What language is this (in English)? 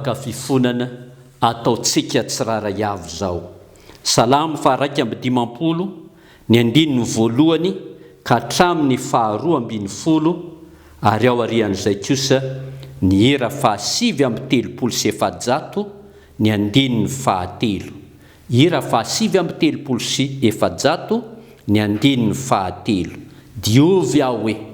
Malagasy